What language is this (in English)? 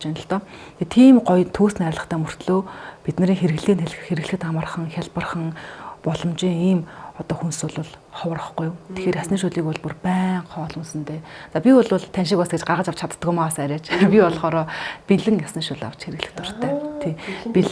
Mongolian